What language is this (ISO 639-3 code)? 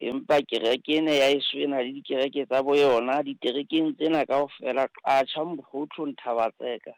sot